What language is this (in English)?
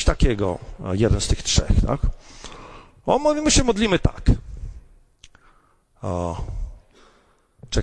Polish